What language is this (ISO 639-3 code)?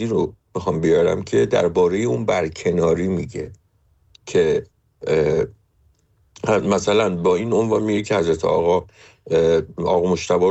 fas